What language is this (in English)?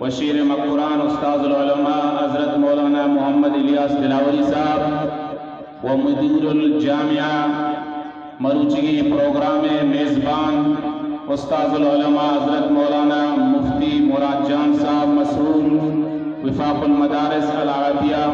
Eastern Balochi